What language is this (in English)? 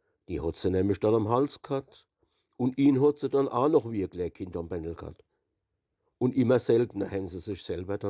Hunsrik